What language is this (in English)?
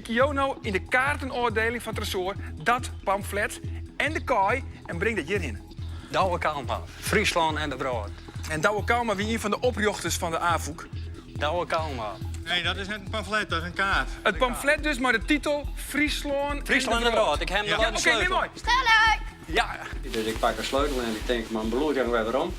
Western Frisian